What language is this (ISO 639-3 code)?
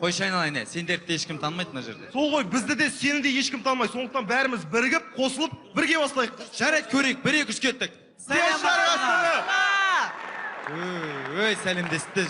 kaz